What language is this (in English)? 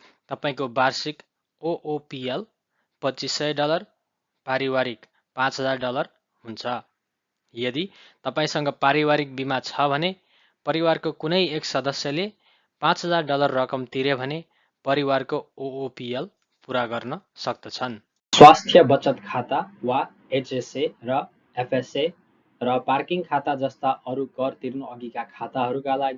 Nepali